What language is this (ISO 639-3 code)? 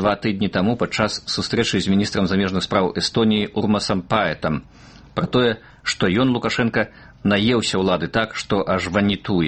bel